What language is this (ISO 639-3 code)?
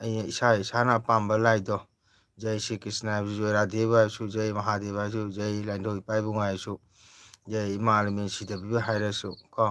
mni